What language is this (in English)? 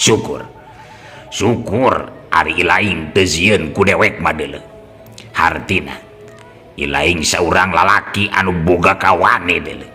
Sundanese